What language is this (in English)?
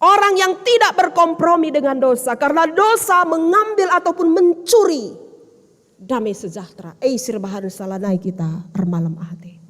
Batak Karo